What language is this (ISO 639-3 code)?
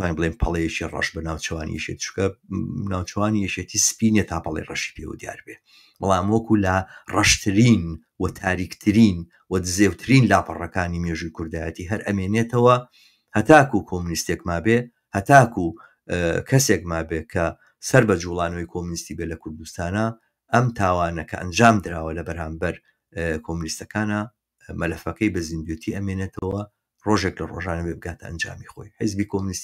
ckb